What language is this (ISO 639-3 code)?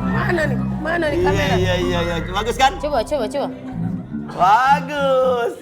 mui